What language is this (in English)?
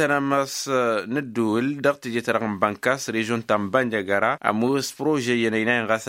Tamasheq